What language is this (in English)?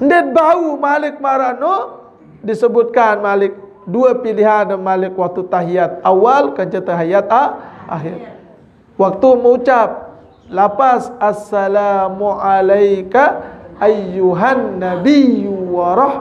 Sasak